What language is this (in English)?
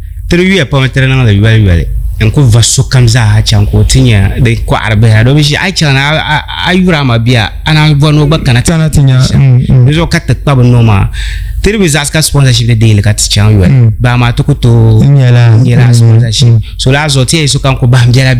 Dagbani